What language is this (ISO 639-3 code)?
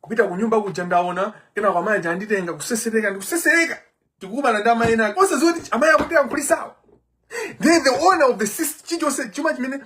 nya